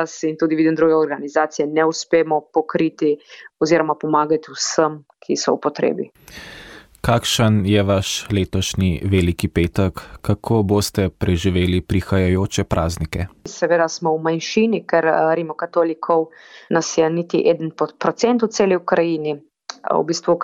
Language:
Slovenian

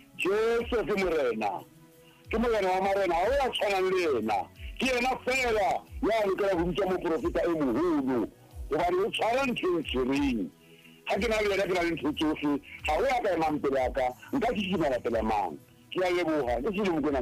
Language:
Southern Sotho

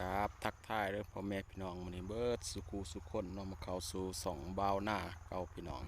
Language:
Lao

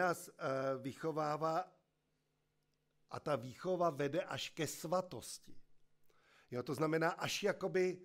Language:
Czech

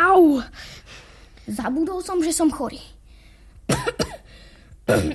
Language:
Slovak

